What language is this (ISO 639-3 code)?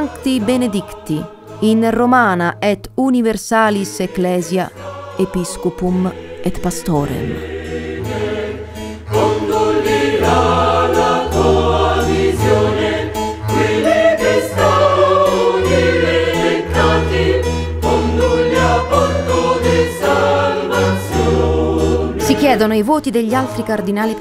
ita